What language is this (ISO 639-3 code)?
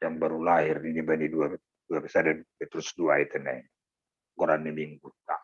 bts